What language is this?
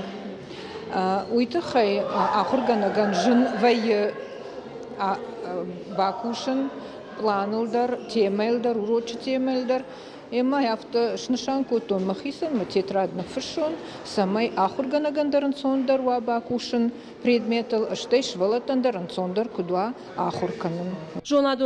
Ossetic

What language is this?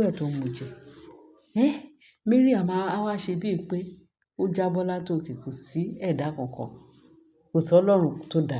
Yoruba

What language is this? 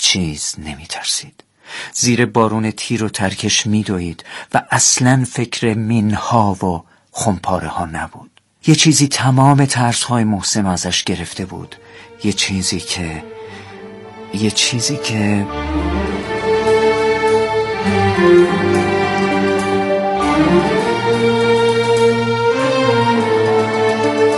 Persian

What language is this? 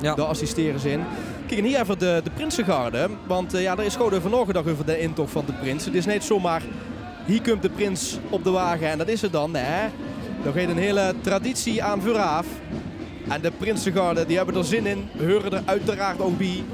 Limburgish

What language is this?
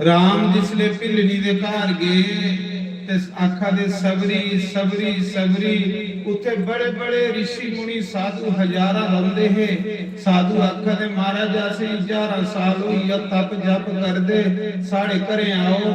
Dogri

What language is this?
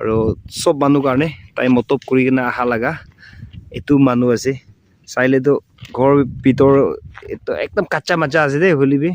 Naga Pidgin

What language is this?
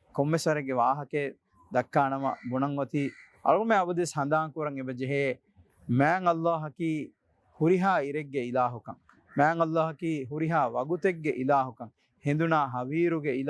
Divehi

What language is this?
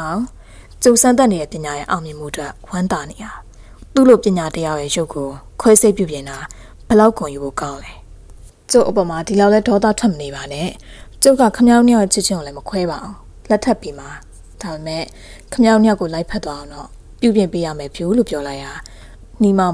Burmese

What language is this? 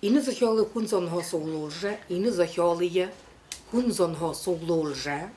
Buriat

